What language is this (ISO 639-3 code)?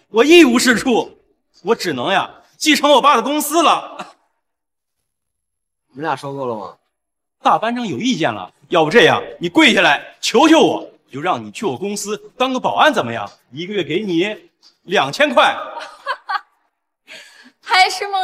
zho